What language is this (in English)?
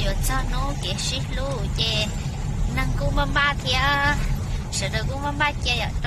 Hmong